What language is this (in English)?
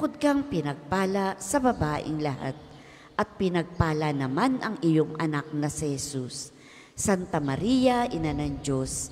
Filipino